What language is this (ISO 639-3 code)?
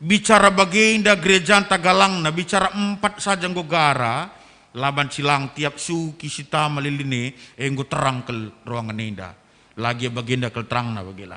btx